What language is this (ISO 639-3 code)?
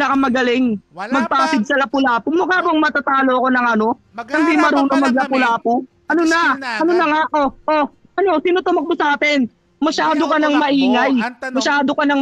fil